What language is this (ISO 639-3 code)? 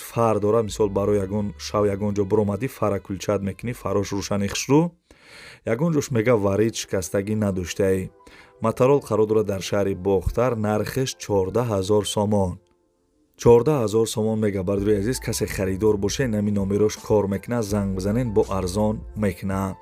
tgk